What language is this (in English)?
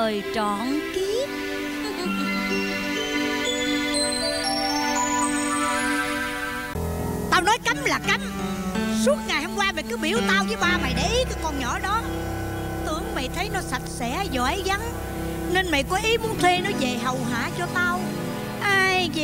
Vietnamese